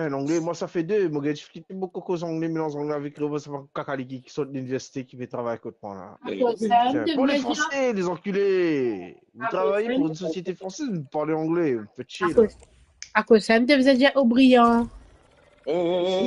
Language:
Morisyen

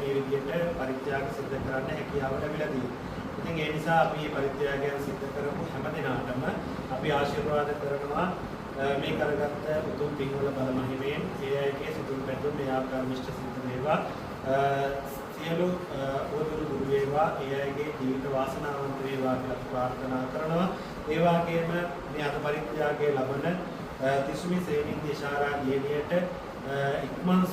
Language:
Sinhala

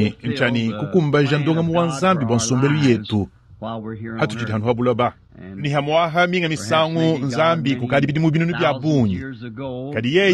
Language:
Luba-Lulua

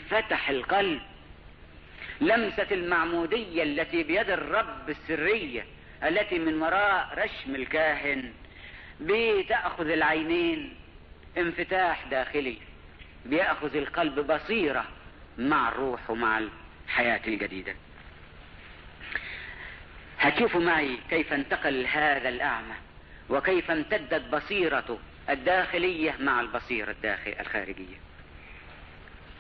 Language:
Egyptian Arabic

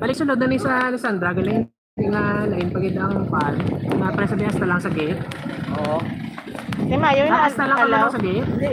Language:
Hiligaynon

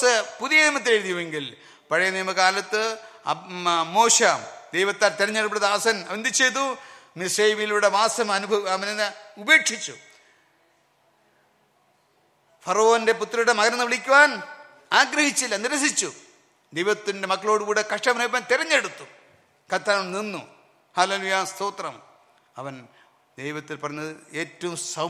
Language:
Malayalam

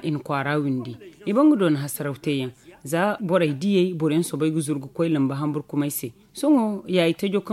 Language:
Zarma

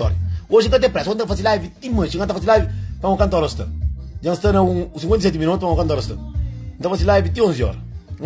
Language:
Kabuverdianu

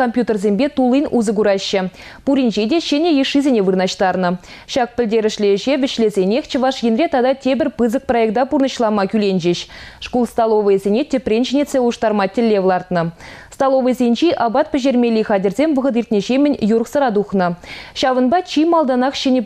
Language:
Chuvash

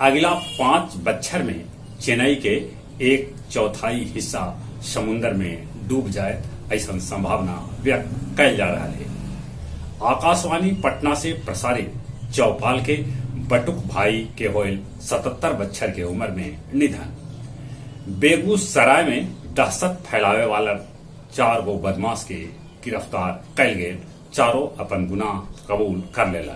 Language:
Magahi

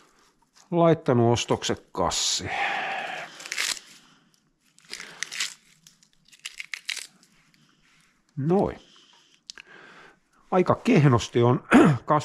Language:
Finnish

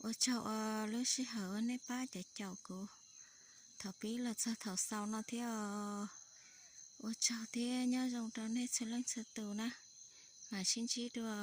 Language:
Hmong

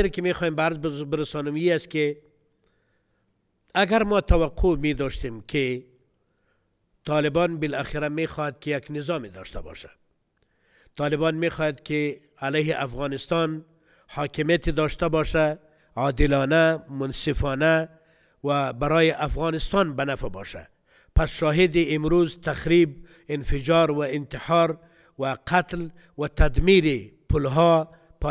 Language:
Persian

